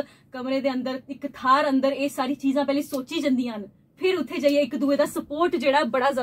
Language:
Dogri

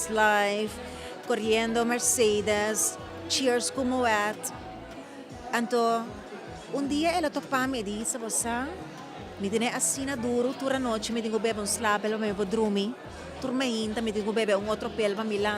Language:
Papiamento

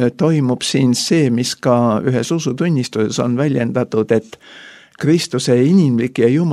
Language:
Estonian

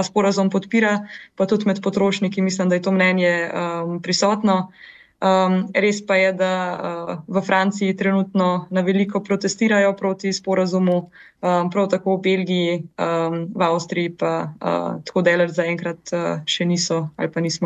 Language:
Slovenian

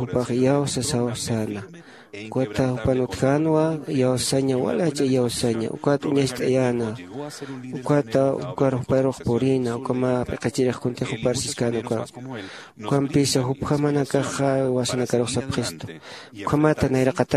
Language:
Aymara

